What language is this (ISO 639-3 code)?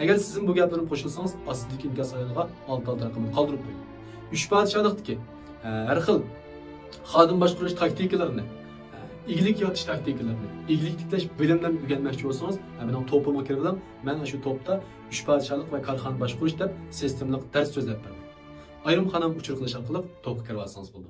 uig